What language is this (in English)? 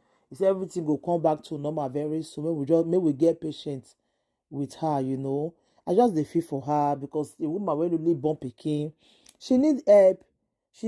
Nigerian Pidgin